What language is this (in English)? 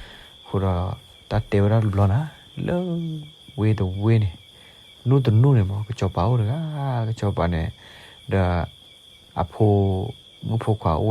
S'gaw Karen